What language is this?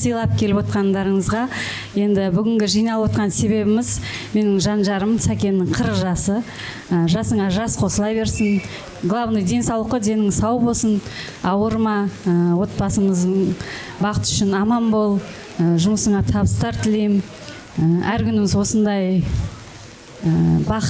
Kazakh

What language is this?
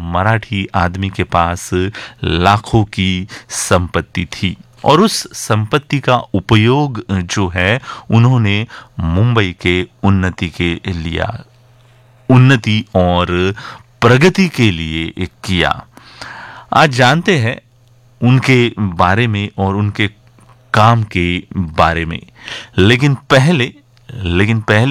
Hindi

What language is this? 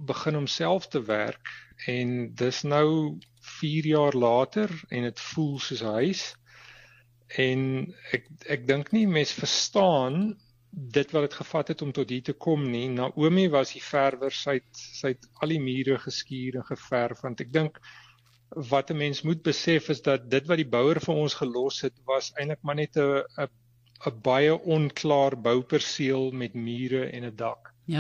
Afrikaans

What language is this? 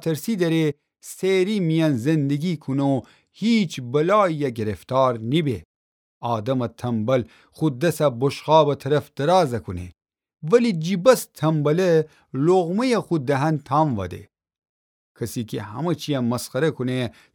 Gilaki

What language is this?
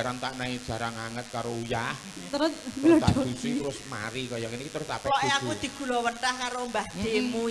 Javanese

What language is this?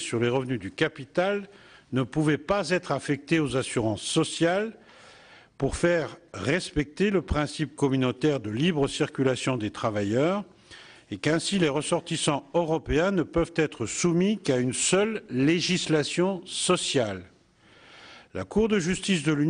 French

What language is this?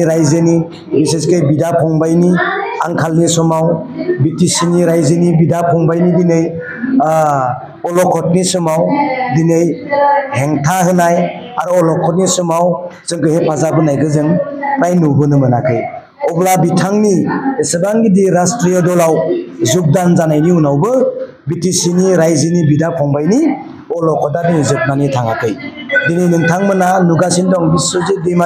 Bodo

